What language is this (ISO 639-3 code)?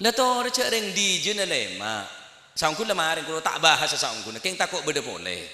mad